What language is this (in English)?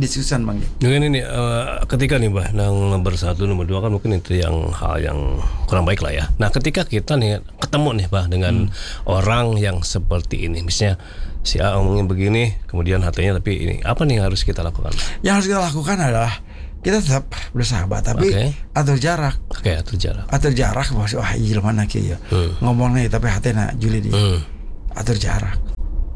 Indonesian